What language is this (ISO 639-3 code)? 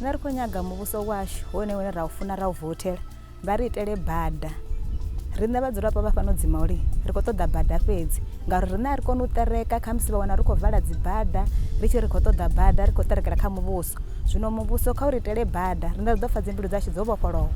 ven